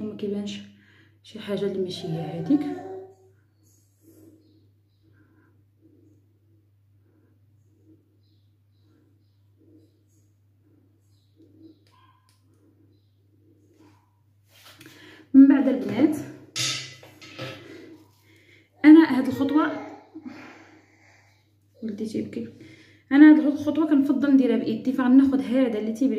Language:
Moroccan Arabic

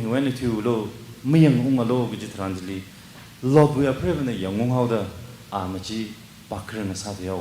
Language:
Tangkhul Naga (India)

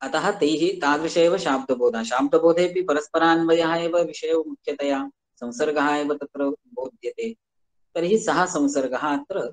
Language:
Sanskrit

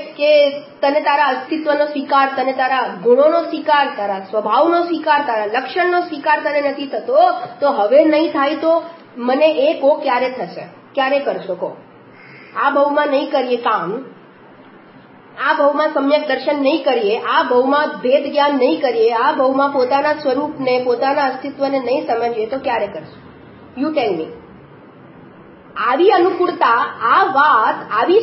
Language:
Gujarati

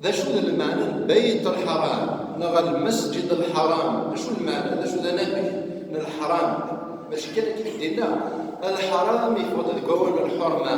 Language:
Kabyle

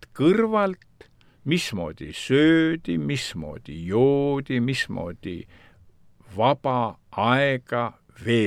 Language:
Estonian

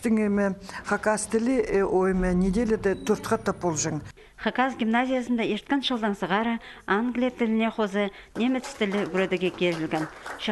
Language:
Khakas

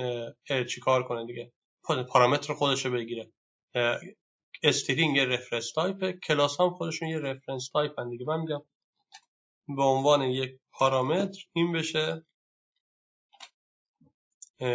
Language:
Persian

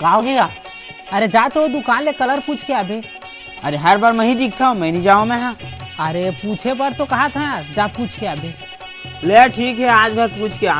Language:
Chhattisgarhi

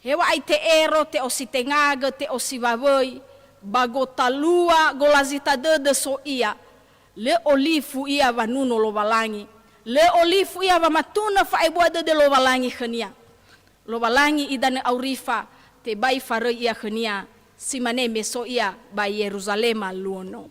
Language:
Nias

